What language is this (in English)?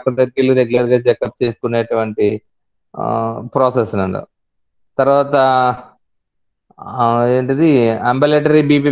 Telugu